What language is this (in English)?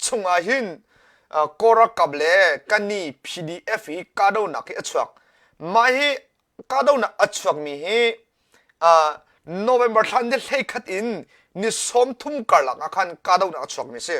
Hakha Chin